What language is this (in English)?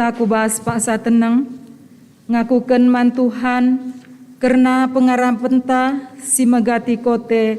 Batak Karo